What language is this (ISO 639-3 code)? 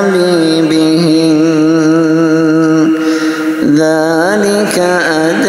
ara